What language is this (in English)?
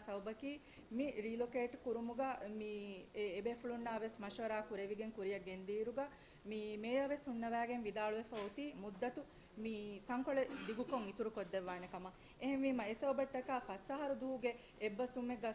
Divehi